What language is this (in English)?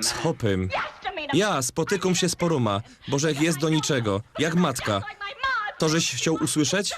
Silesian